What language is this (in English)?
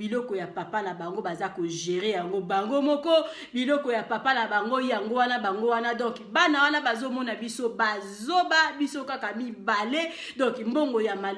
Lingala